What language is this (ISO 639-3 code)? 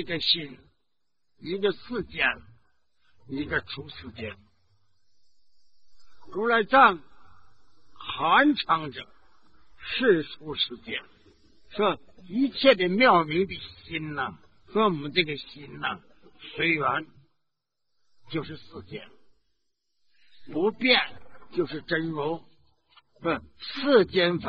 zho